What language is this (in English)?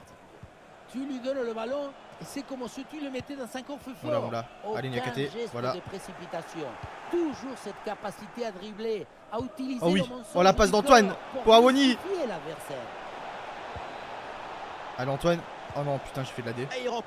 French